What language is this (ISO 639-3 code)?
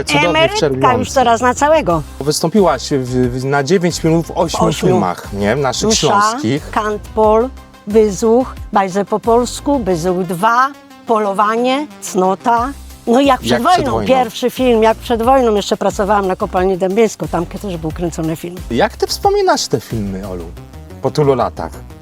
szl